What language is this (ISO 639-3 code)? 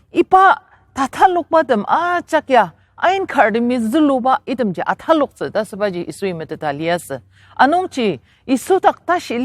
njo